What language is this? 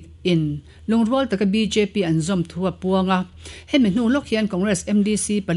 Mizo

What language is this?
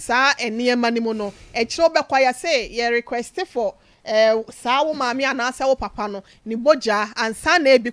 Akan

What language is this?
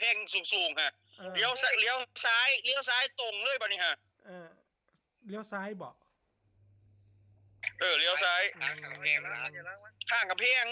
Northeastern Thai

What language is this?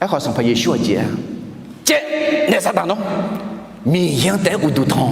Akha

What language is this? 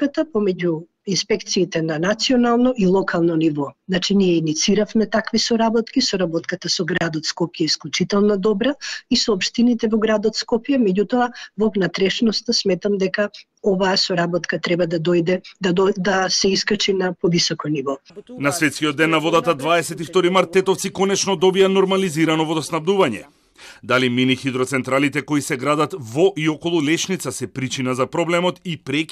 Macedonian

